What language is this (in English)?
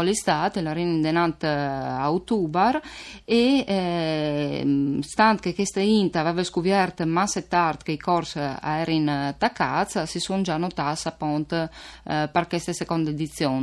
Friulian